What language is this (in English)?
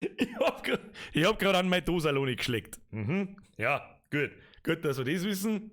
Bavarian